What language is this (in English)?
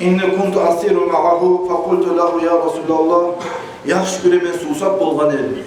Kumyk